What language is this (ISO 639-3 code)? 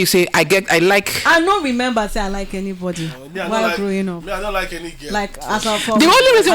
pcm